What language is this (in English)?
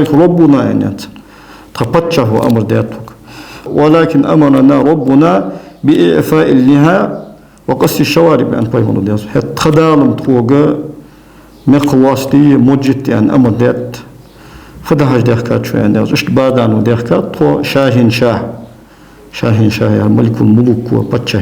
Ingush